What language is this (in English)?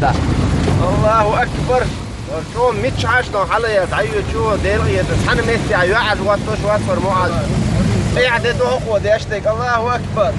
Chechen